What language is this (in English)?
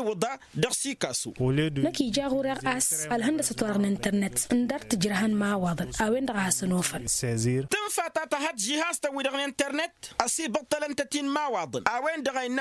Tamasheq